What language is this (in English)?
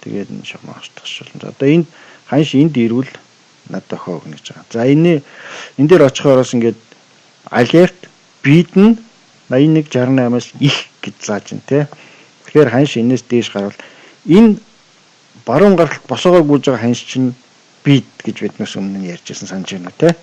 Mongolian